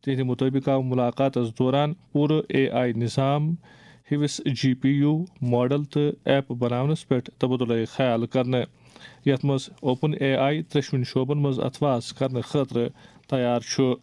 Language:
Kashmiri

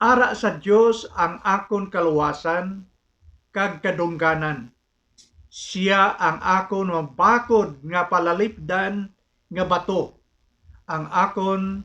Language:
Hiligaynon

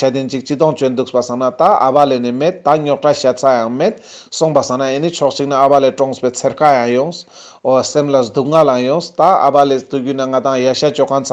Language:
Ladakhi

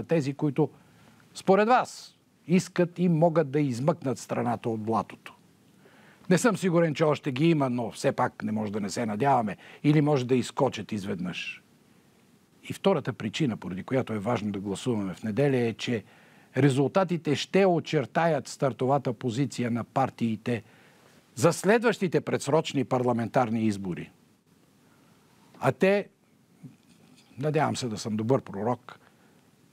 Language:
Bulgarian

